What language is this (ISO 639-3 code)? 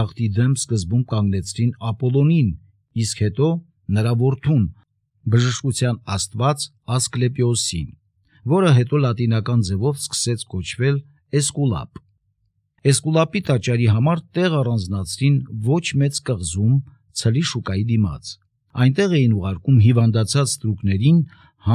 hye